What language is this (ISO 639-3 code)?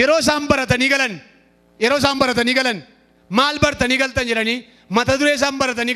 orm